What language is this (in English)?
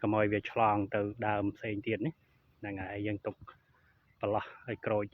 Khmer